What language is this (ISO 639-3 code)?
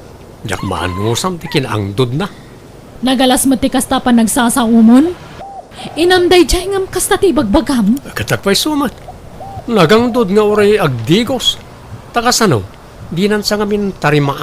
ilo